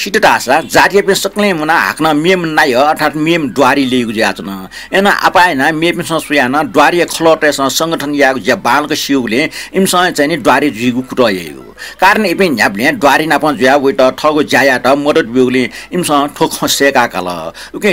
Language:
Newari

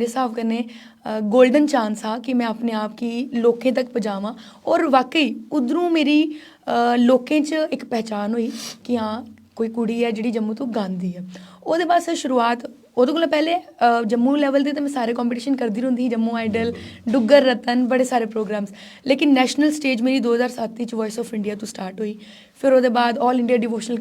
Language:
Dogri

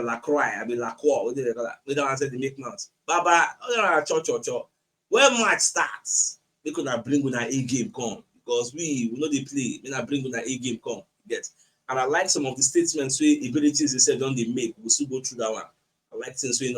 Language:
Nigerian Pidgin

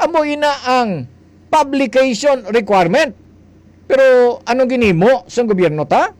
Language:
Hiligaynon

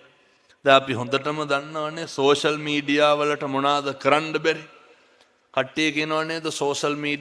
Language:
Sinhala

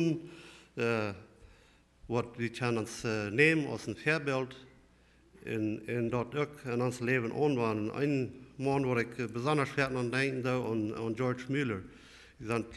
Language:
Plautdietsch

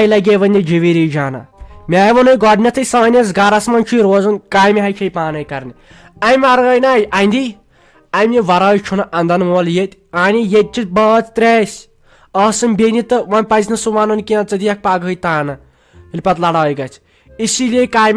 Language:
Kashmiri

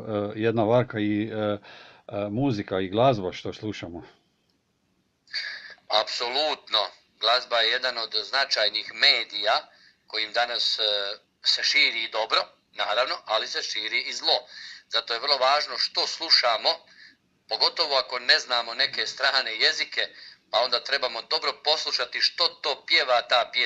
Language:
Croatian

